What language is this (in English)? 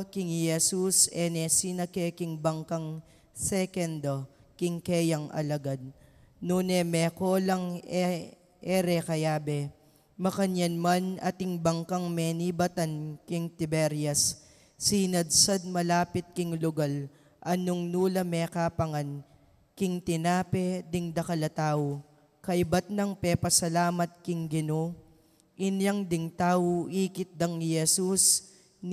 Pampanga